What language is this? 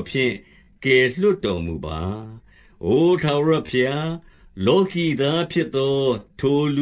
Burmese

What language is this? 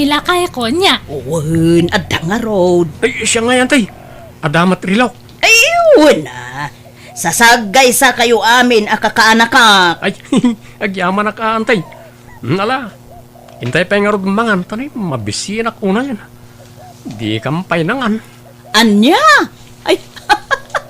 Iloko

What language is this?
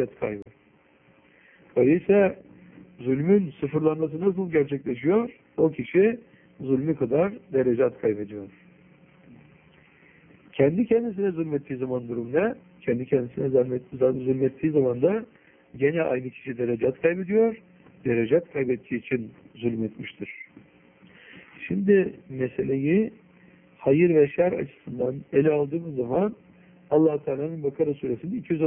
Turkish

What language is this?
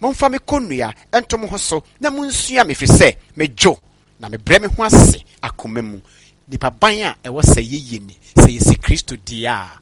Akan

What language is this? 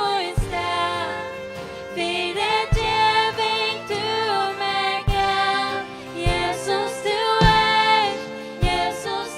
Faroese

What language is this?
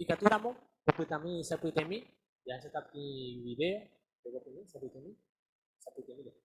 Guarani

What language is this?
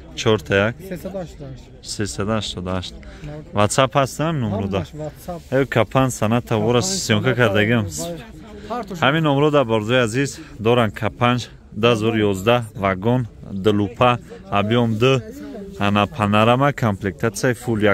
Tajik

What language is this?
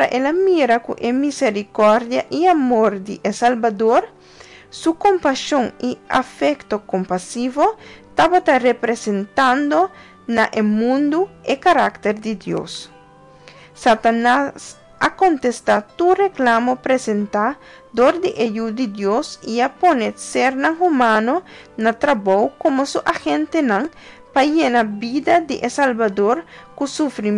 Papiamento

